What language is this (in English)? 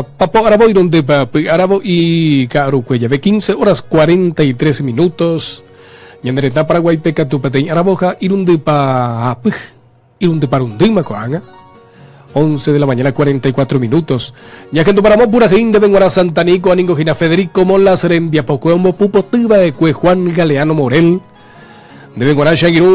Guarani